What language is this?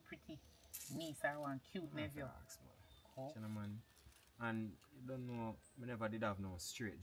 Jamaican Creole English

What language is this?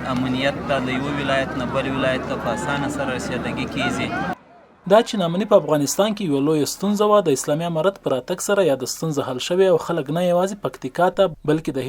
Pashto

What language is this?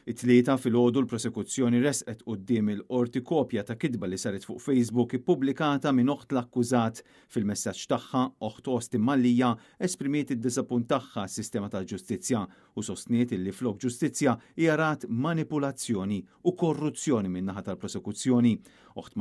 Maltese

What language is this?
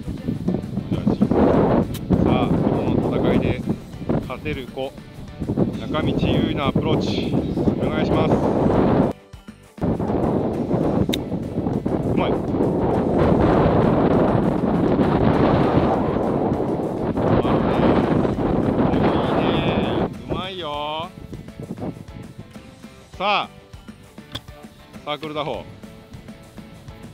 Japanese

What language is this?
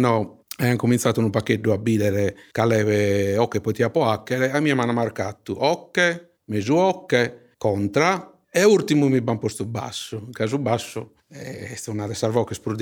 Sardinian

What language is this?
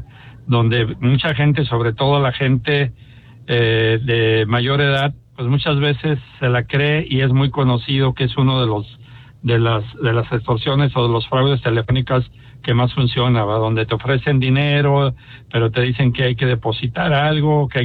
Spanish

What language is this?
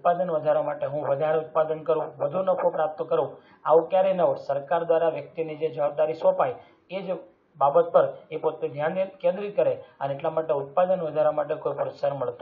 Gujarati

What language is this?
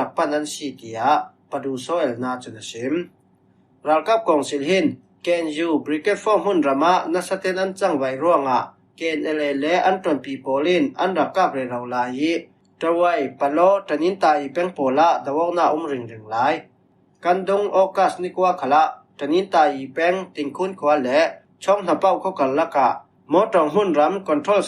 Falam Chin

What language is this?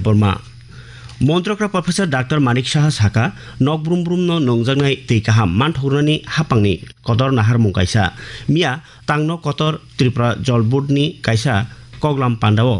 Kok Borok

